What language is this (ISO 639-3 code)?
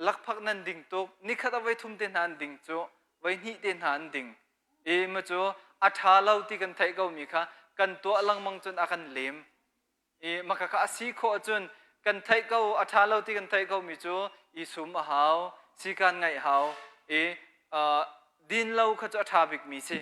cnh